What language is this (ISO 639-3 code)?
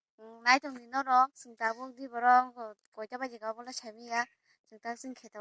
trp